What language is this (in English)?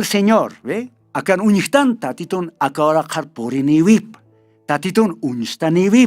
Aymara